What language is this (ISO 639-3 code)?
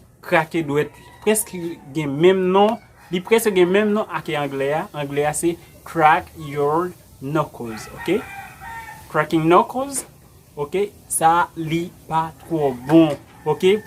hat